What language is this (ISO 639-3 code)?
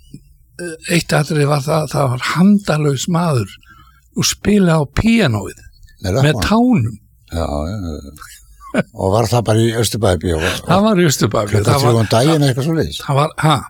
isl